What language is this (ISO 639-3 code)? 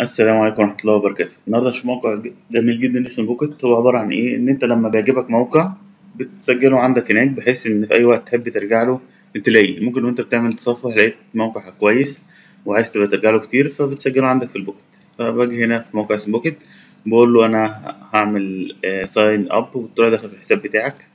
arz